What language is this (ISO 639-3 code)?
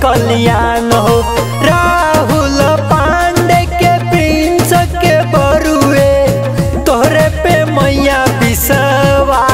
bho